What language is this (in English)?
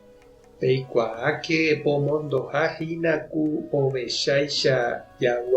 Guarani